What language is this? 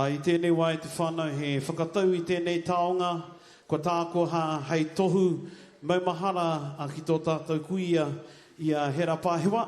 Māori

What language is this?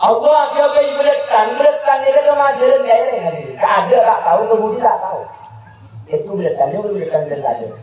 Madurese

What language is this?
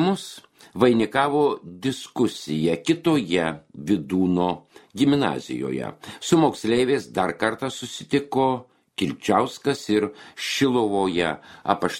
Lithuanian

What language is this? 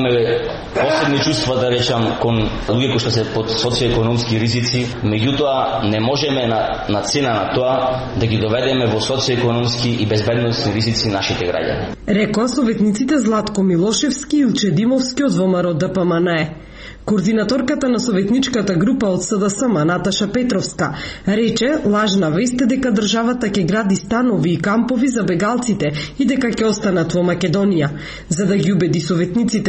Macedonian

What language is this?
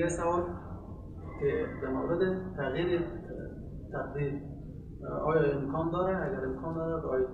Persian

